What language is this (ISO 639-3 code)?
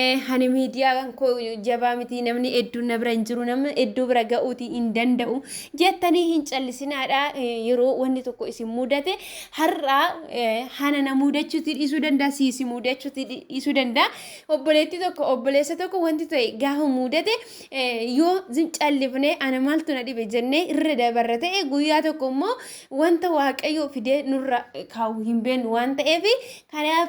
orm